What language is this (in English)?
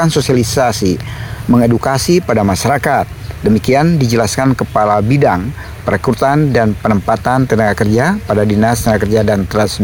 Indonesian